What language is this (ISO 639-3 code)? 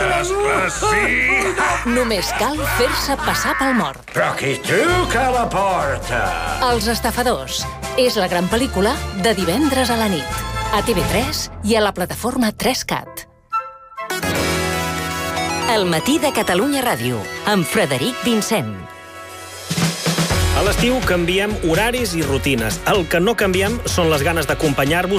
cat